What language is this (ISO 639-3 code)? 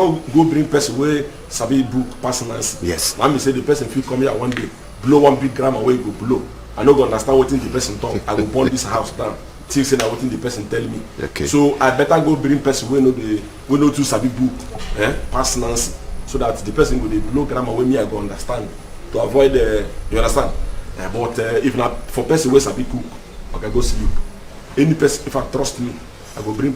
pcm